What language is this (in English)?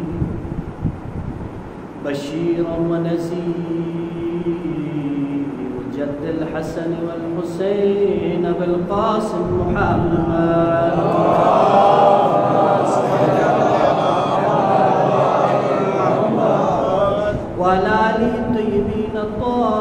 Urdu